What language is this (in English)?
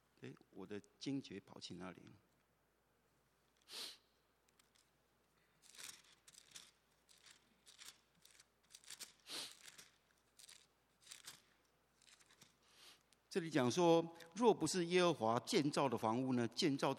Chinese